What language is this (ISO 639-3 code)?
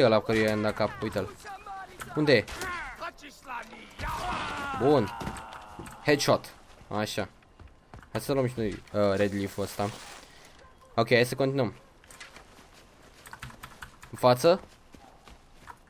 ron